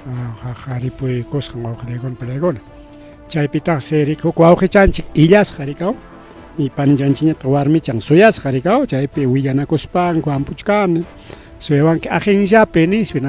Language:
Ayacucho Quechua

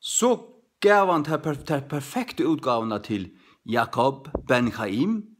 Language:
Faroese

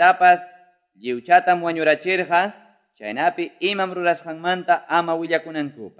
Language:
Quechua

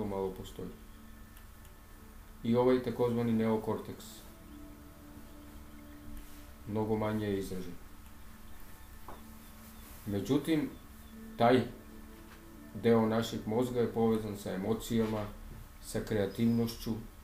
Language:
Serbian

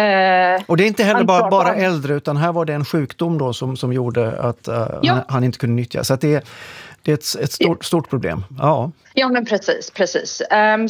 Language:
Swedish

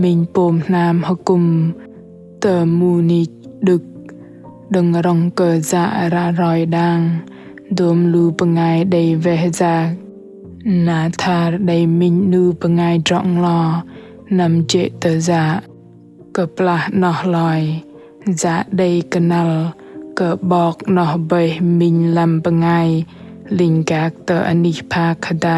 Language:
Bahnar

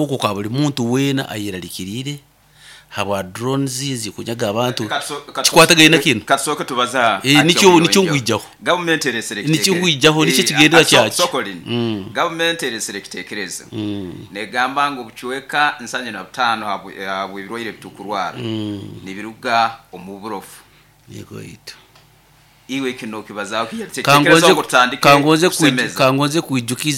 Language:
Nyoro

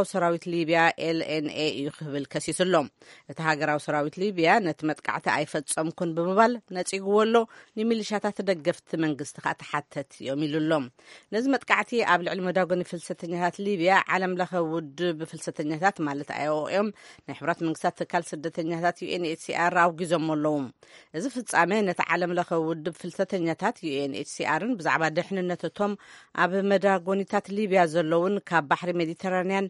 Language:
Tigrinya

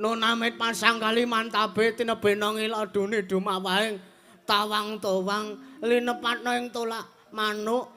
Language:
Javanese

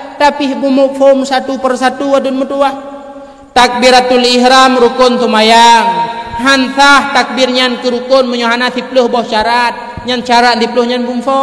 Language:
Achinese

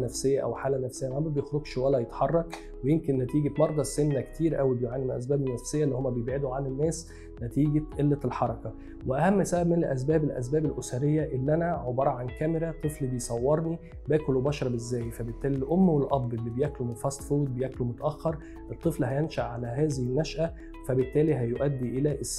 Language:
Egyptian Arabic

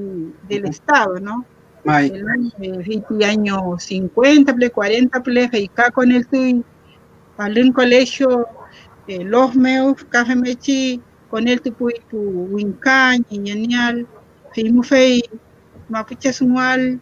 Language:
Mapuche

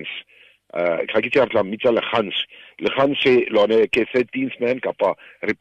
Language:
Tswana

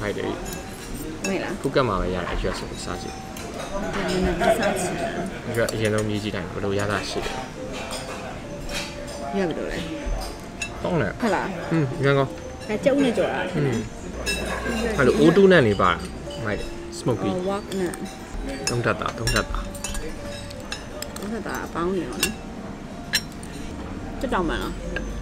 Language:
Burmese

